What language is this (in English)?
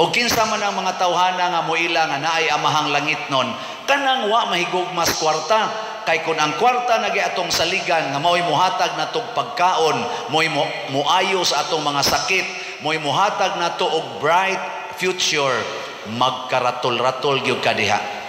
Cebuano